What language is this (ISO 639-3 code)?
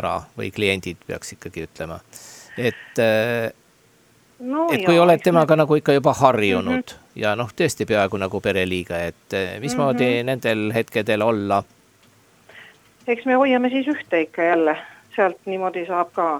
est